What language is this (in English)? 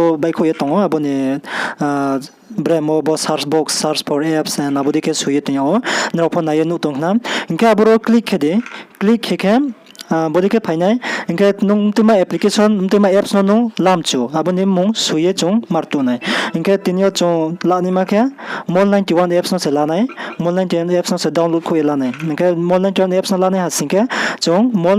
Riang (India)